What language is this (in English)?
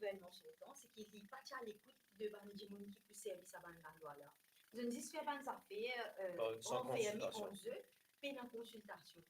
Morisyen